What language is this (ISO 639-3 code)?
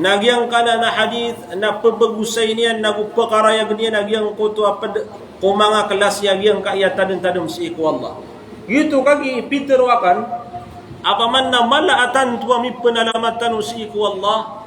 mrw